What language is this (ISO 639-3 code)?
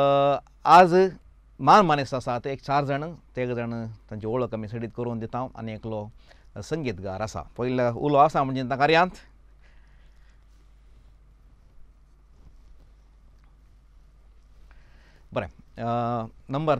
kok